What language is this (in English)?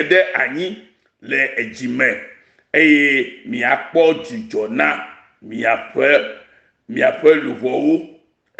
Ewe